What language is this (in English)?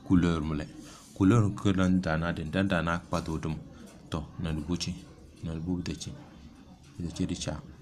Tem